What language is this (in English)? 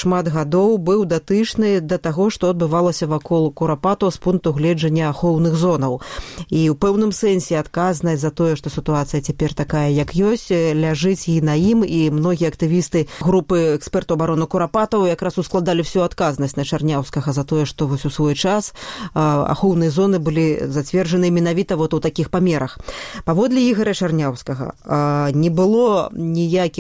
Belarusian